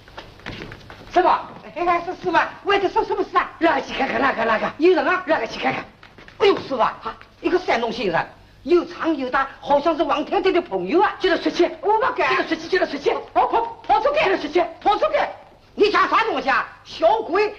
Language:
Wu Chinese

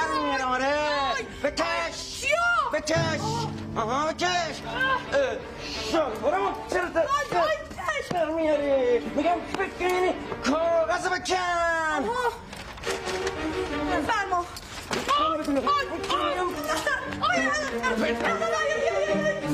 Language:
Persian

